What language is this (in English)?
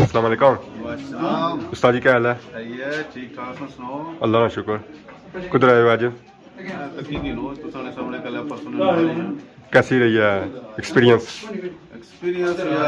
Pahari-Potwari